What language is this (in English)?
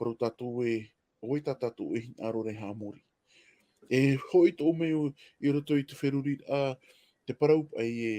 Tahitian